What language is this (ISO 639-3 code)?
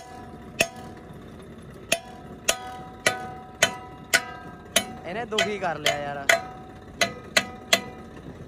pan